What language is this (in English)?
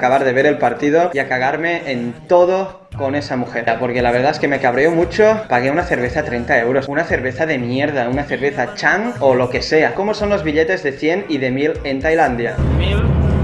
Spanish